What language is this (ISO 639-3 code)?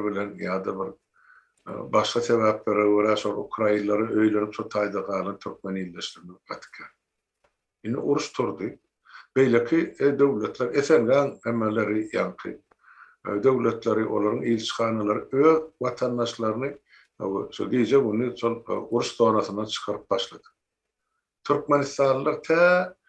tuk